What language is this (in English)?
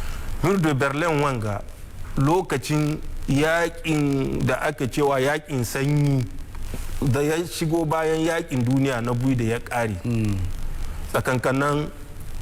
Hausa